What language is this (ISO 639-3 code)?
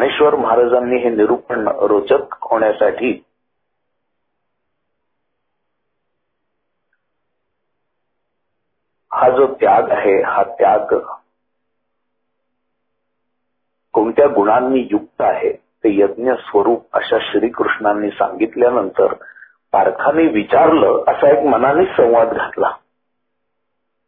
mar